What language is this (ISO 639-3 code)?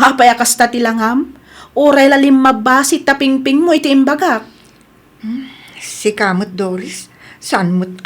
ilo